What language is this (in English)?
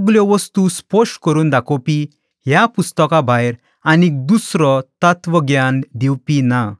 Konkani